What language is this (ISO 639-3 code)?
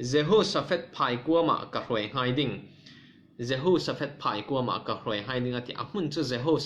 cfm